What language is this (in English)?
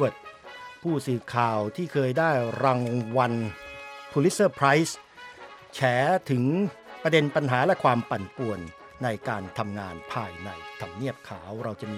Thai